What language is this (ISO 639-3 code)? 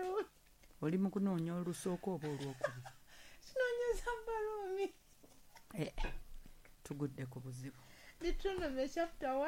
lug